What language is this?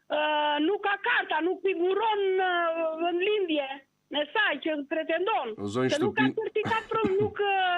Albanian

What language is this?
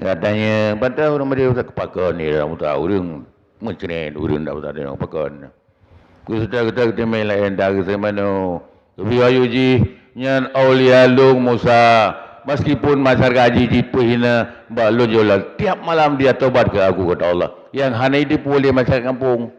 Achinese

